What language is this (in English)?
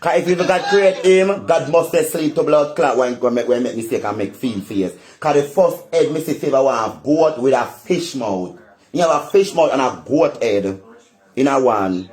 Jamaican Creole English